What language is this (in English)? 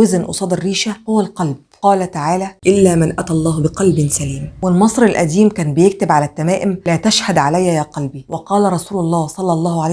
Egyptian Arabic